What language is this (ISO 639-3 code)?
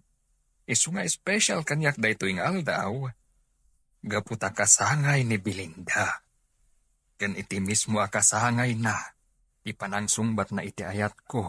ilo